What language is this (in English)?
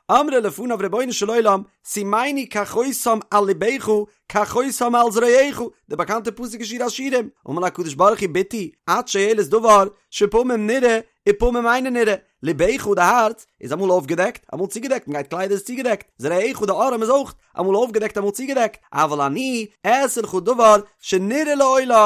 Yiddish